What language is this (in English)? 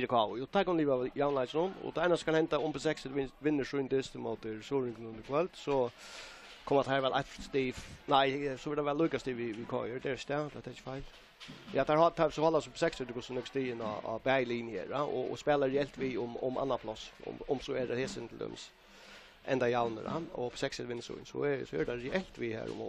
Faroese